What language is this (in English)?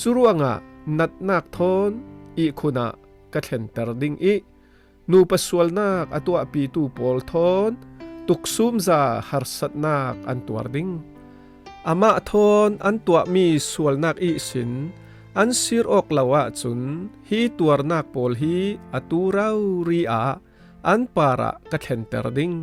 Falam Chin